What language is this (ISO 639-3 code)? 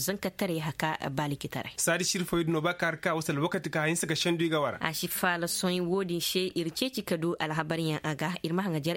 ses